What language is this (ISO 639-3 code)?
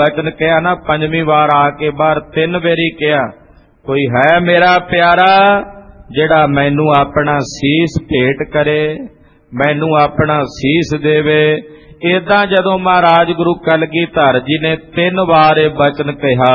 pan